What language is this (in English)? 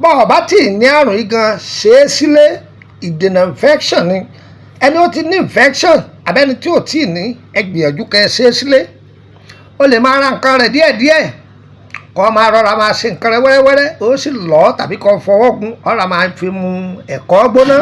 Yoruba